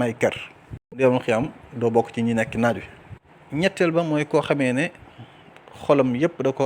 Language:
Wolof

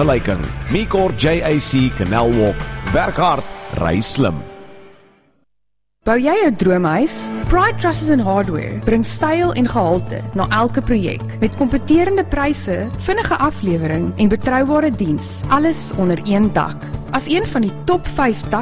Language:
Afrikaans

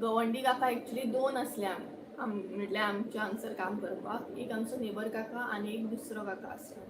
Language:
Konkani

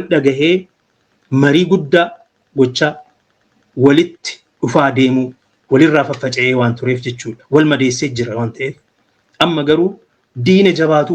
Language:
Oromo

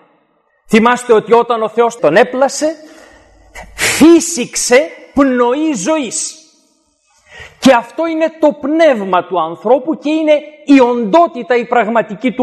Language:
Greek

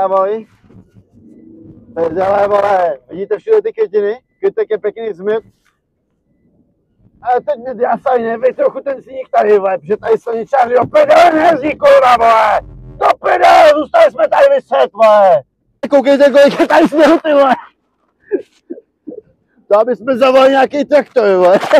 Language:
Czech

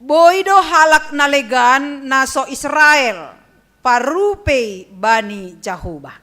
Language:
Batak Simalungun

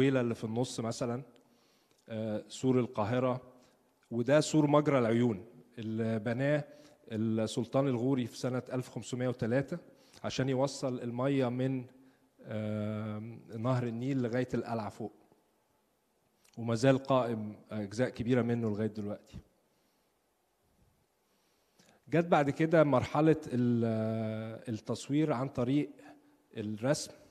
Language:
Egyptian Arabic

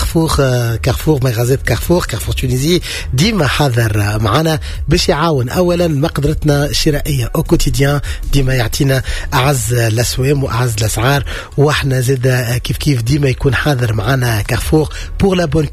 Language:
Tunisian Arabic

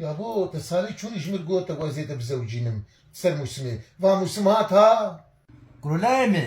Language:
Kurdish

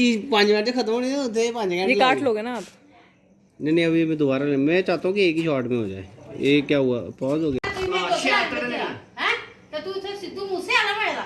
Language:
Dogri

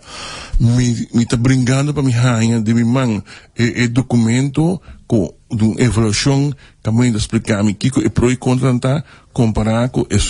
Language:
Papiamento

